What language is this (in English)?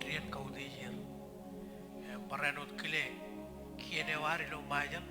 Marshallese